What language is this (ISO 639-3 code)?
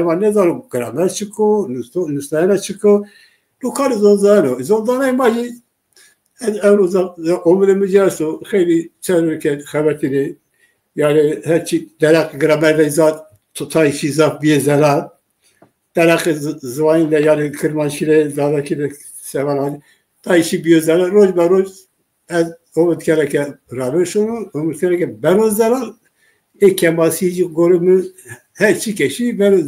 zza